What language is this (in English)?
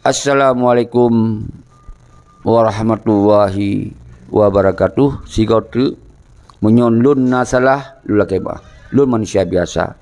Achinese